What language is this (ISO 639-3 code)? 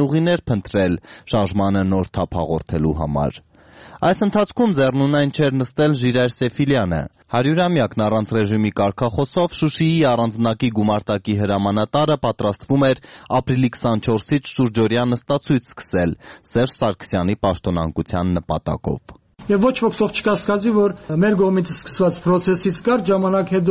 hye